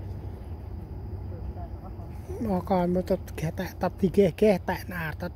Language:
Central Mnong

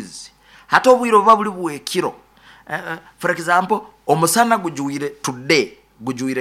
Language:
Nyoro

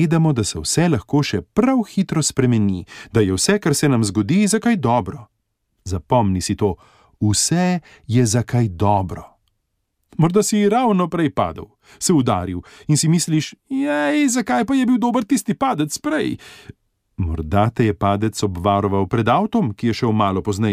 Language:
Slovenian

